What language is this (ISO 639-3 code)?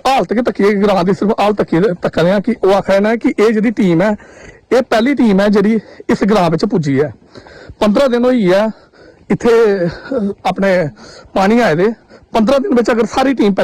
doi